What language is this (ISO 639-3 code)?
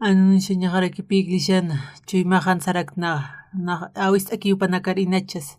aym